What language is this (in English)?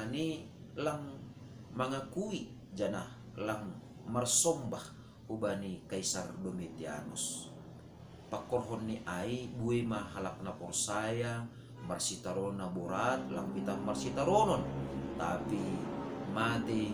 Batak Simalungun